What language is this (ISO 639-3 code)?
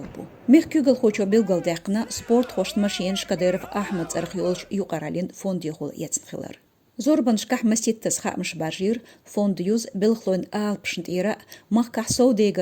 che